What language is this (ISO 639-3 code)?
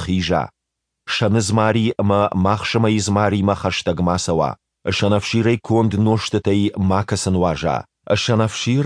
oss